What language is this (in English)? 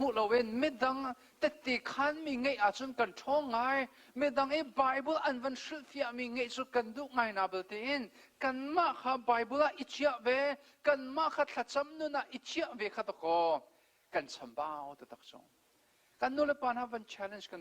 Hakha Chin